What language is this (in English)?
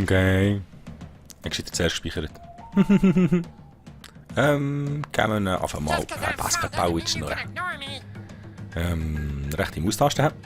Swiss German